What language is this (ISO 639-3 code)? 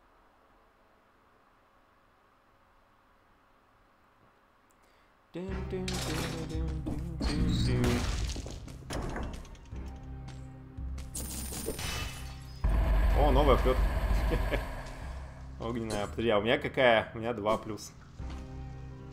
rus